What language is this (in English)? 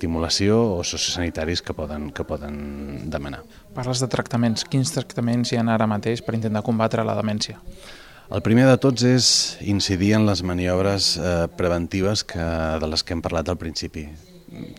Catalan